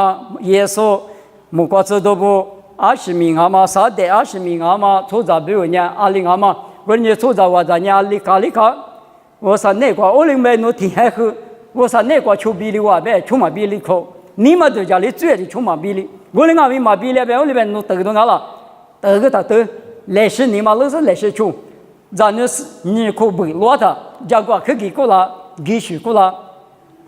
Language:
Lisu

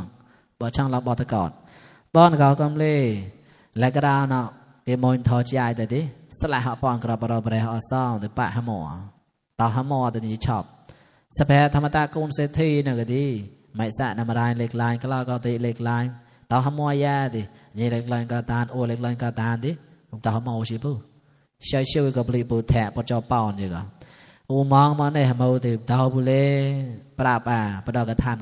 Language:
Mon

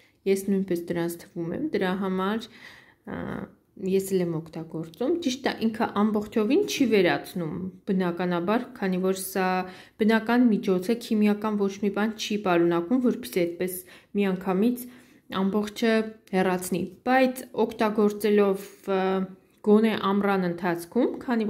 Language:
Armenian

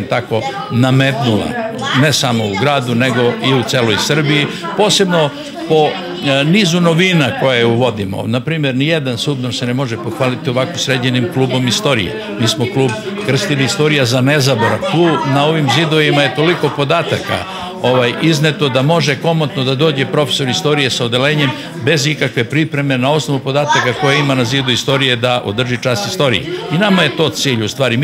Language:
Serbian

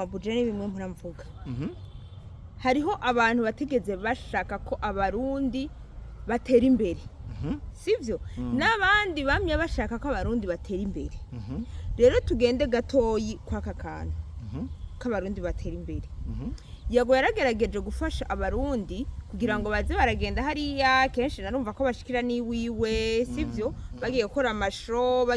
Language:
Rundi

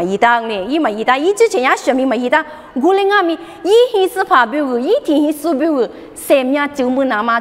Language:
Lisu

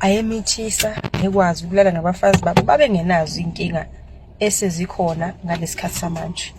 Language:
Zulu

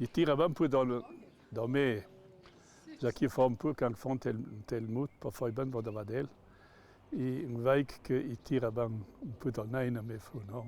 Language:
Ladin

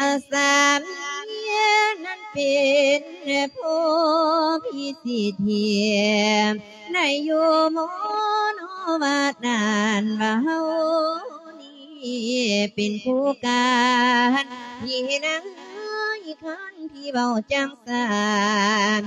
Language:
Lao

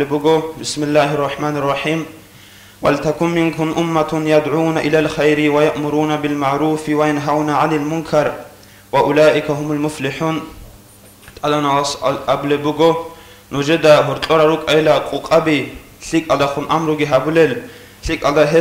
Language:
Avaric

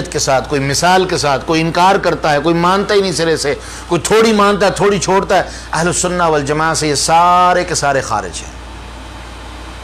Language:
Urdu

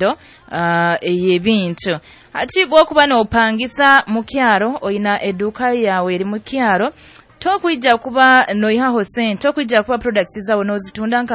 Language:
Nyoro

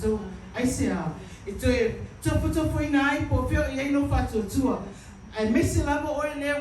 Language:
Samoan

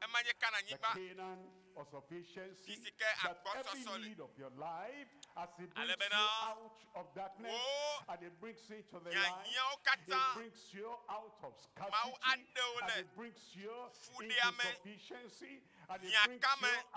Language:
Ewe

